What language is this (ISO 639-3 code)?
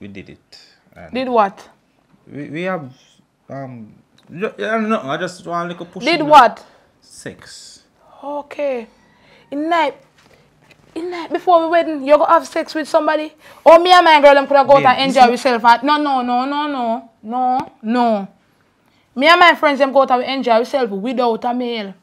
jam